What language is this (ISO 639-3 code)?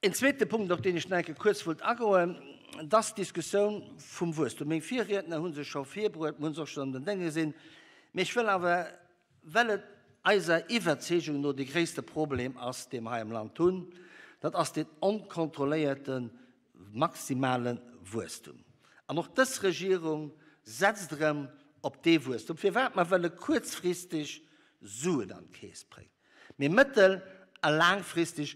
ltz